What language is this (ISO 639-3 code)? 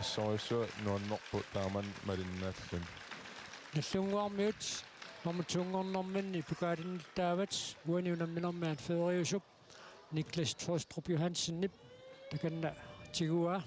kal